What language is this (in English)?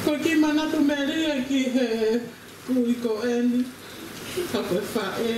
Tongan